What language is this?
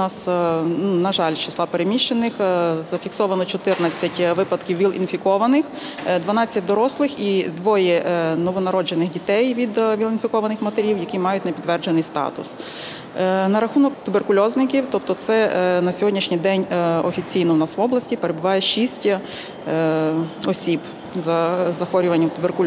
Ukrainian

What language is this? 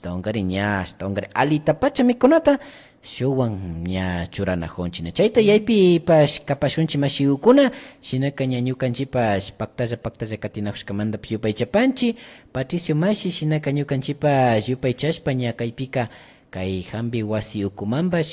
Imbabura Highland Quichua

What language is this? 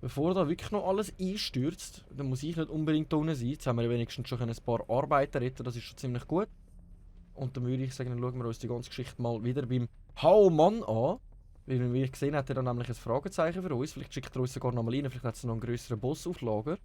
Swiss German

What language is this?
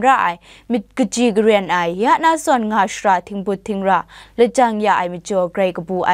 Kachin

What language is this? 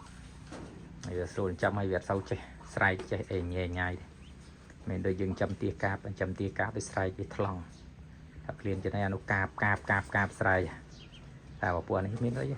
Khmer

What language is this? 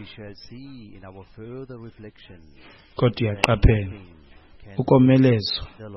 Xhosa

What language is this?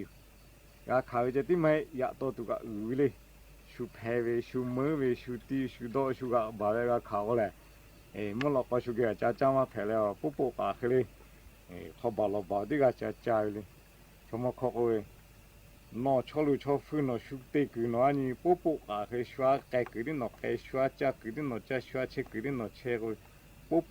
Lahu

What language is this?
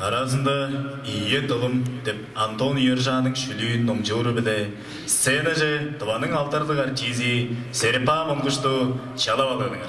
Tuvinian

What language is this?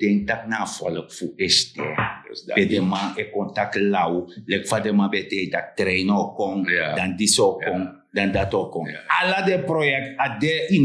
Sranan Tongo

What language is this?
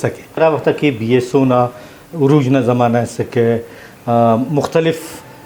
Brahui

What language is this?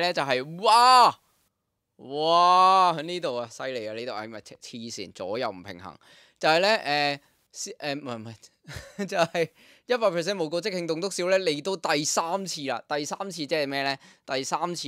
Cantonese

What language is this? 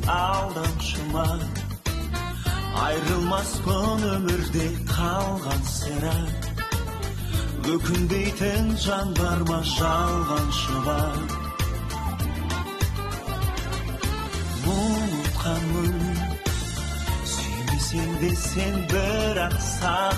Kazakh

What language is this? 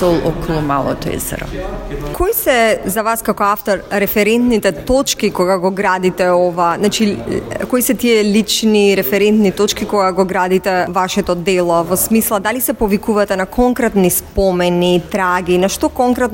Macedonian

